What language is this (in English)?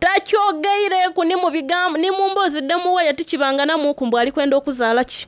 Soga